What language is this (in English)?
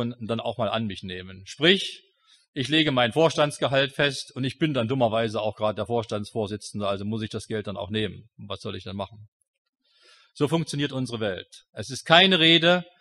German